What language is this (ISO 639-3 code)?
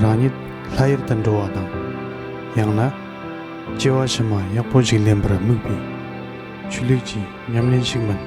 bod